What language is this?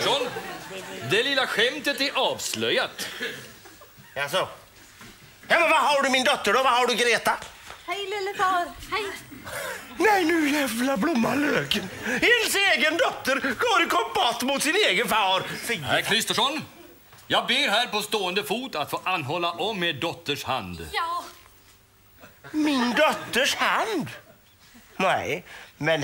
Swedish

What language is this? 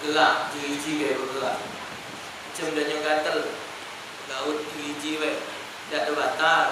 Musi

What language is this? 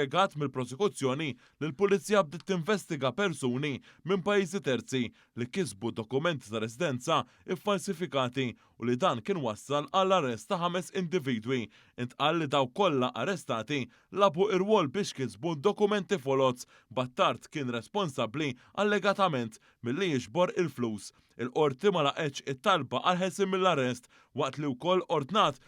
Maltese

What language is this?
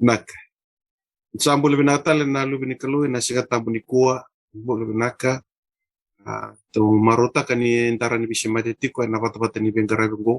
Fijian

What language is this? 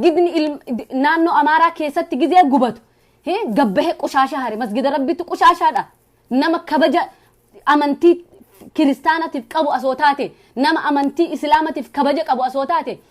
Oromo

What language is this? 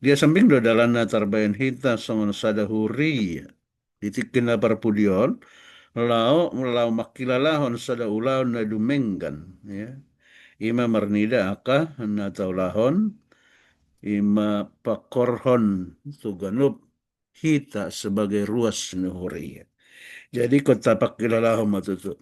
Batak Toba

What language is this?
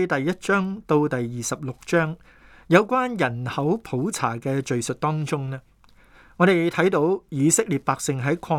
Cantonese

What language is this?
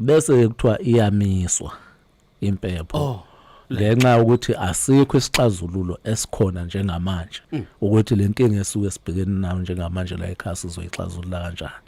Zulu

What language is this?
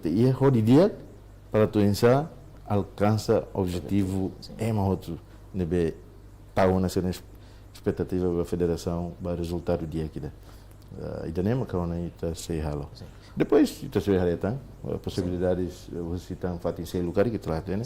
Tetum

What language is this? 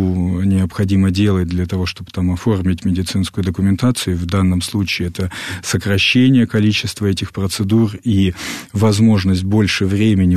Russian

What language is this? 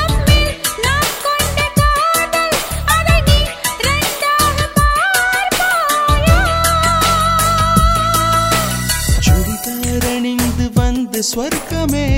Tamil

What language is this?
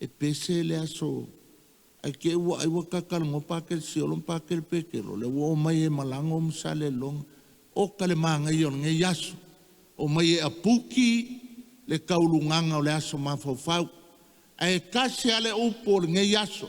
Samoan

